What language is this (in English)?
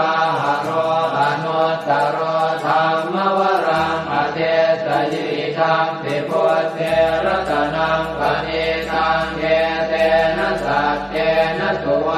Pali